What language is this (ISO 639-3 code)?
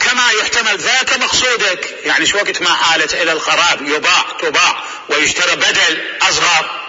acm